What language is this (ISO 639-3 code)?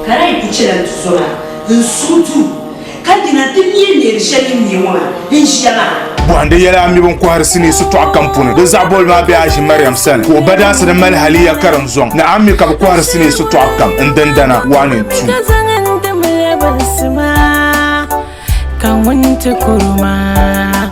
dag